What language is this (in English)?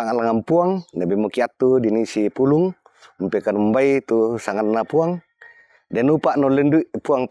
Toraja-Sa'dan